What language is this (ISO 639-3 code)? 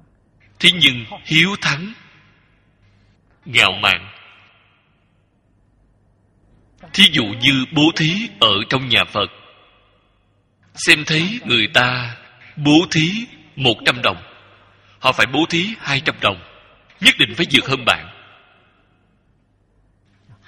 vie